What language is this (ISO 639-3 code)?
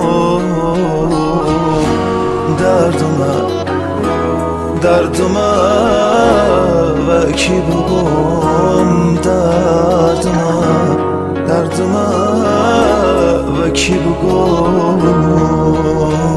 fas